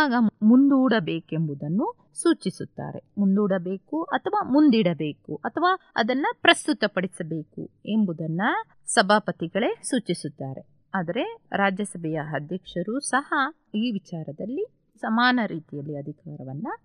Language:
Kannada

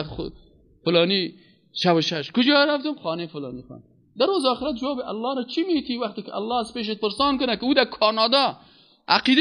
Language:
Persian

